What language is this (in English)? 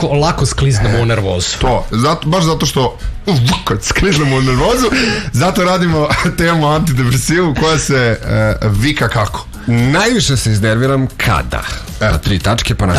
Serbian